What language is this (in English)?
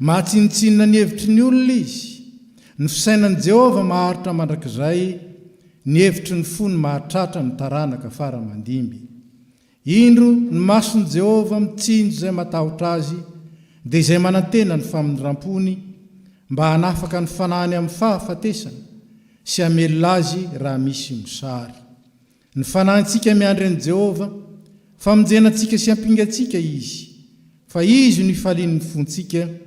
Malagasy